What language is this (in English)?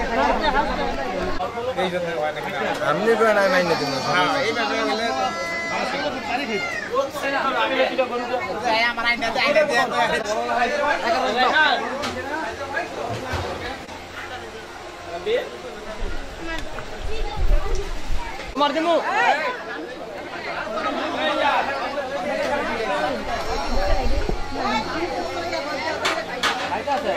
Bangla